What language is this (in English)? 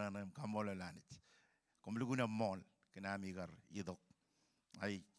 Marshallese